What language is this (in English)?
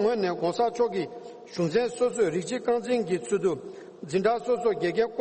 Tibetan